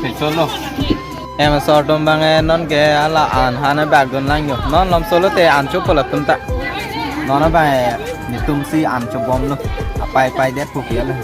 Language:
Karbi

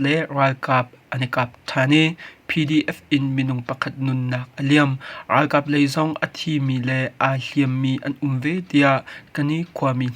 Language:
Hakha Chin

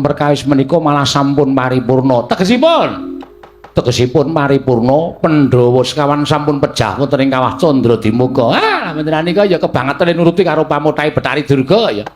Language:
Javanese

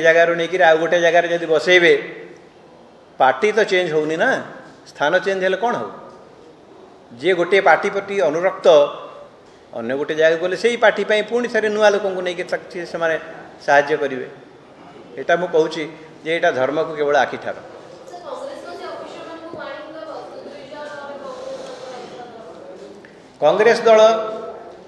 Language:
Odia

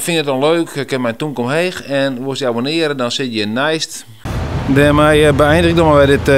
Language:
Western Frisian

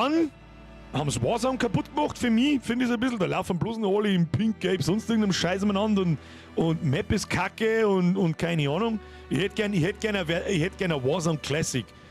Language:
Bavarian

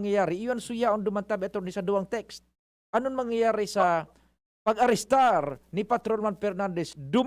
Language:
Bikol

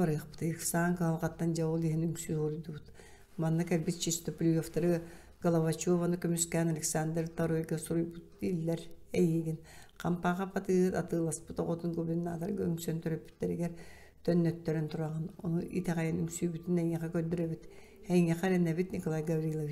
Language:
Yakut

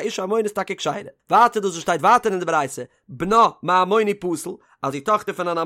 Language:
Yiddish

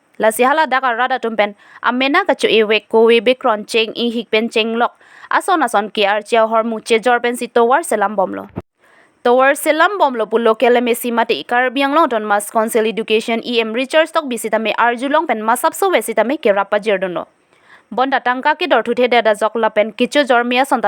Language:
Karbi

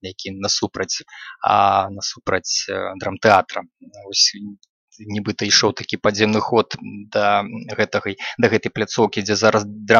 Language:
Belarusian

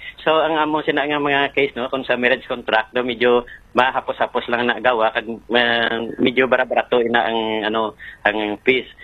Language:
Hiligaynon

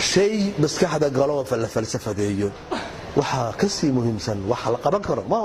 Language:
Somali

